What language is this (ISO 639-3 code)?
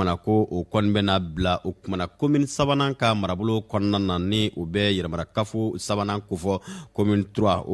bam